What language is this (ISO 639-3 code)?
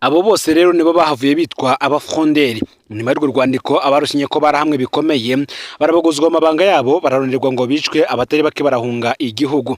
run